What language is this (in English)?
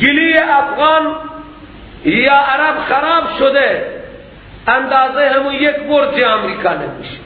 Persian